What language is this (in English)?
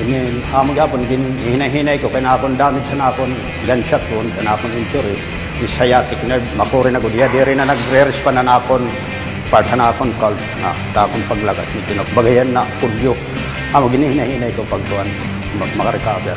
Waray